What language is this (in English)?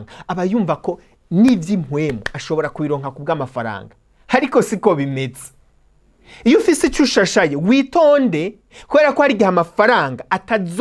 Rundi